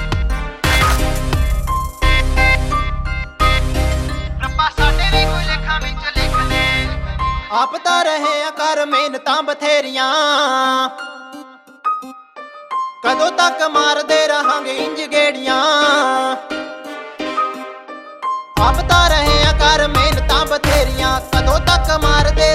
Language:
Punjabi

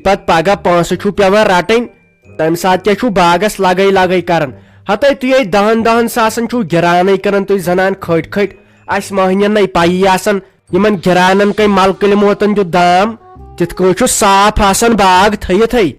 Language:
Kashmiri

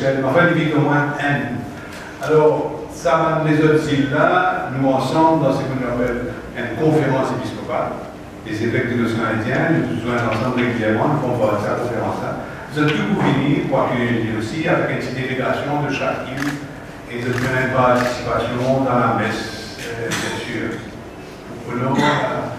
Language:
Morisyen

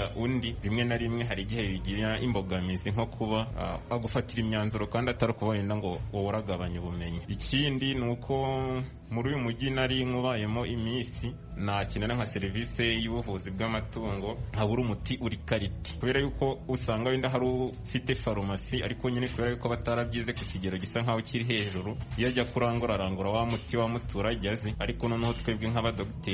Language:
Kinyarwanda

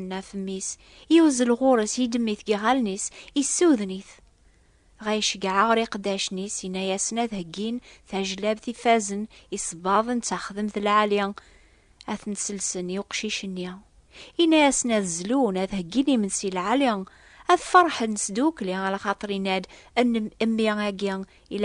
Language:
Kabyle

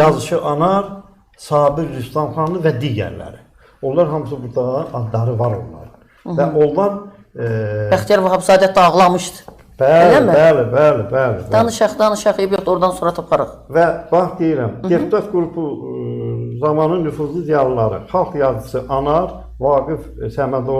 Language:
Azerbaijani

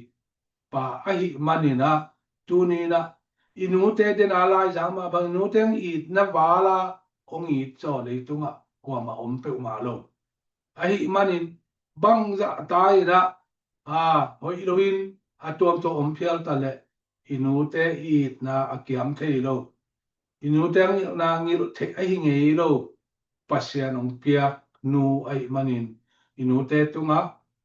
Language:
Tedim Chin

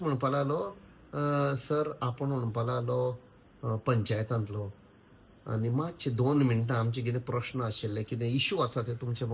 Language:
Konkani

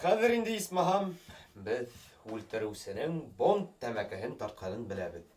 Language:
Bashkir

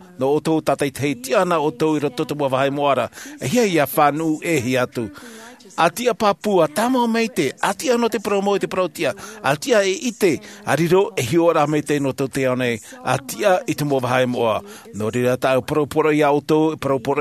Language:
Tahitian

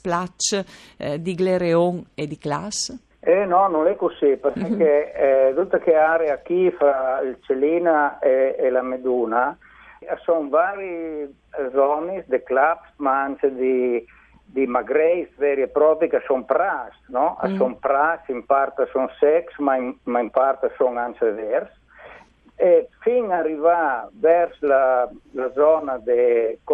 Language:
Friulian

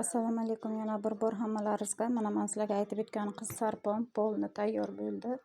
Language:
Uzbek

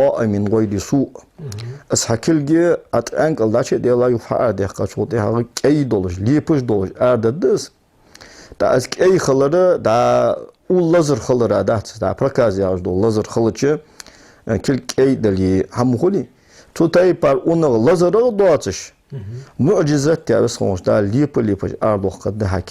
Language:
Ingush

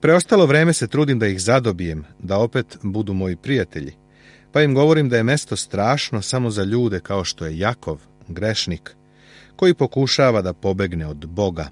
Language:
Serbian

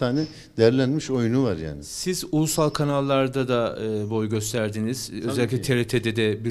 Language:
Turkish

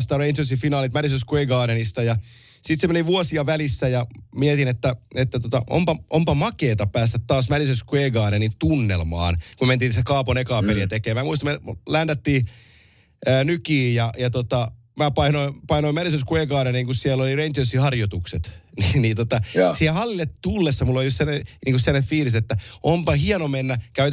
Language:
Finnish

